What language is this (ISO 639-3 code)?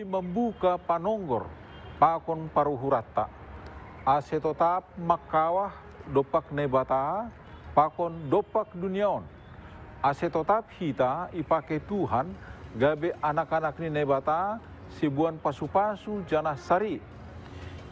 bts